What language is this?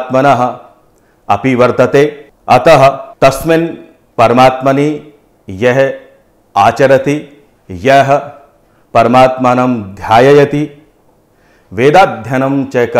Sanskrit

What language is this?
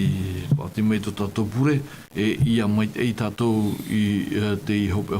Tahitian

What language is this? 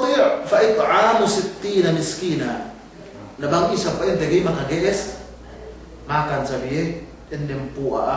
Yakan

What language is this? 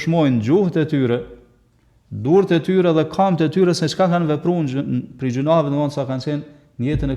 Albanian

